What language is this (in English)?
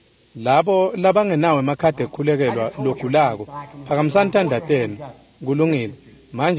Swati